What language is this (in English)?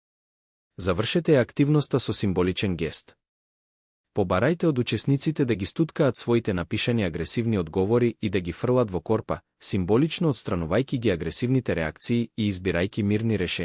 Macedonian